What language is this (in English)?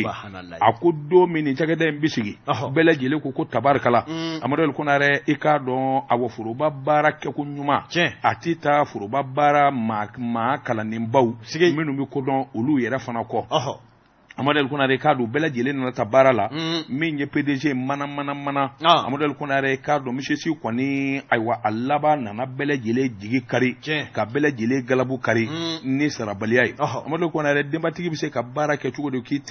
Bambara